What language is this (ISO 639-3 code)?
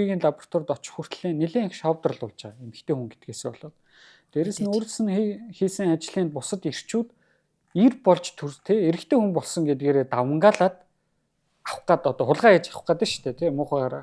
mon